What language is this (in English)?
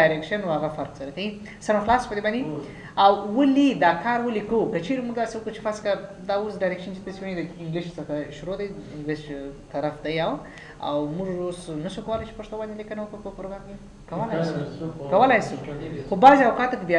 Pashto